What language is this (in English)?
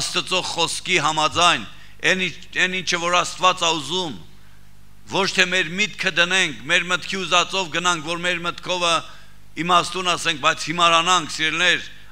Armenian